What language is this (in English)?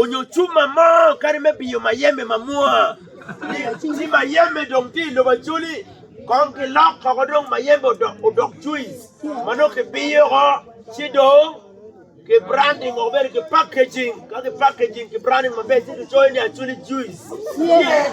Acoli